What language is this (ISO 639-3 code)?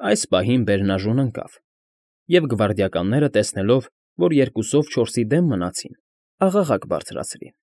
hye